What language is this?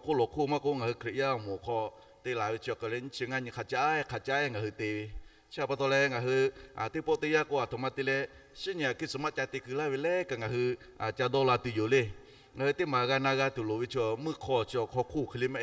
Lahu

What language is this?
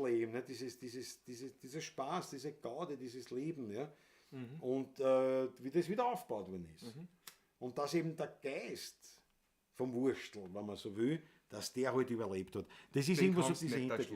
Bavarian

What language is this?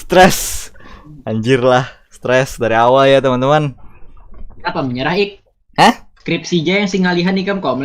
Banjar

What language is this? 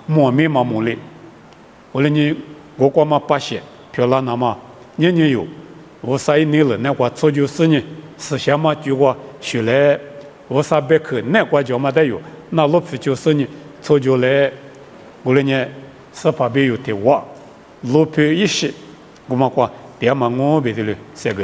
Lisu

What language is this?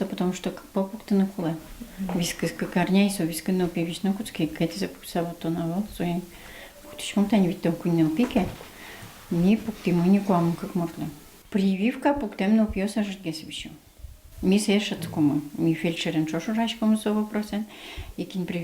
Udmurt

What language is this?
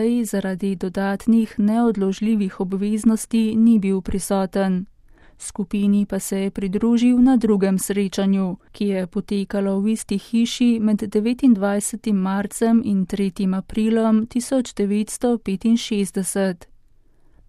Slovenian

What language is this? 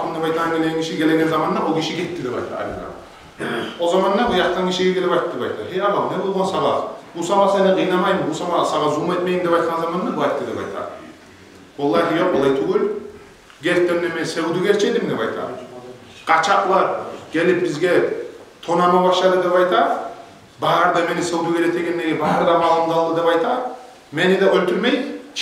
Kumyk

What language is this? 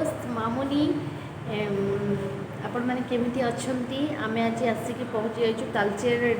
Odia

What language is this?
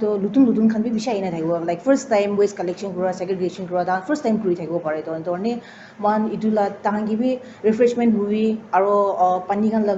Naga Pidgin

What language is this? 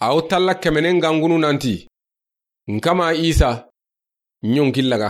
Soninke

